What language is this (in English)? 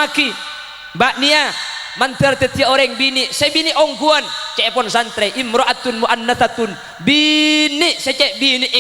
Madurese